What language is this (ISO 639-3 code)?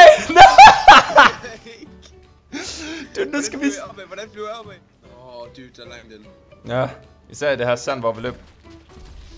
dan